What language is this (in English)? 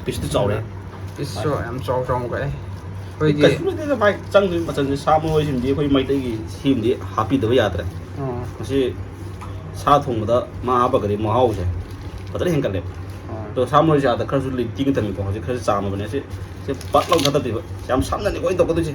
Manipuri